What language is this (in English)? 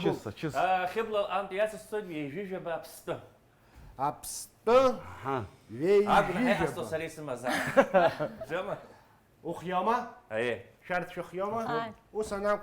Abkhazian